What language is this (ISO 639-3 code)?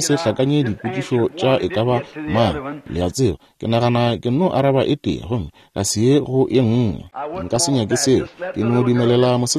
nso